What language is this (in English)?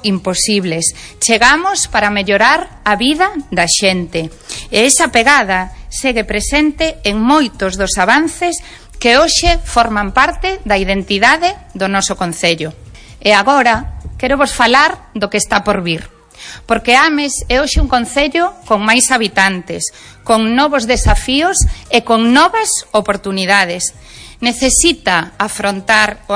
Galician